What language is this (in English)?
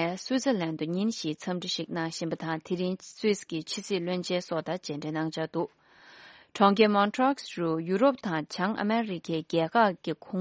Tibetan